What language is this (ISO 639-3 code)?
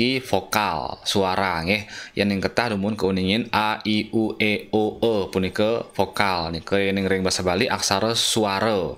ban